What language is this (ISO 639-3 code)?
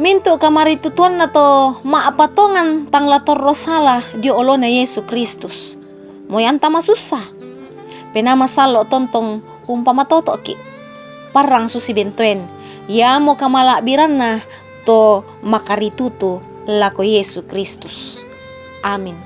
sda